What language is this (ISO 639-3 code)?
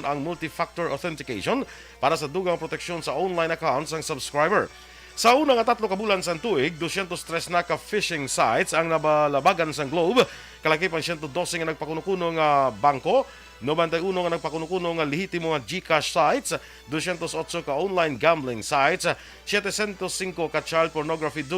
hil